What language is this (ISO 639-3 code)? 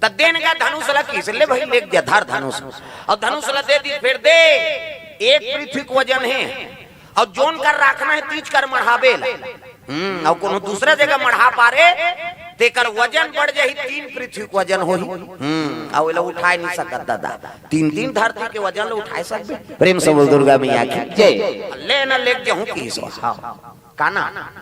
hne